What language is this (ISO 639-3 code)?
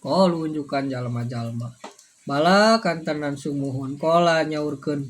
sun